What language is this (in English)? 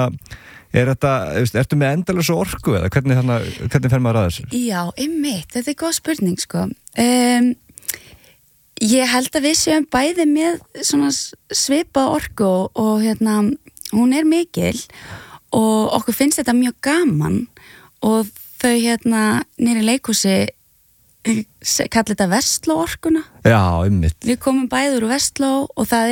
Icelandic